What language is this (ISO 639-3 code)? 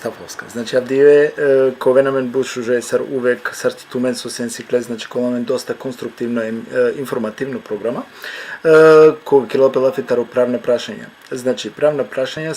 rmn